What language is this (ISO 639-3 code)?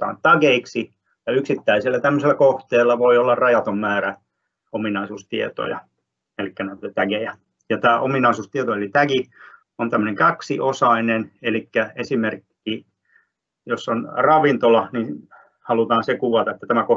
fin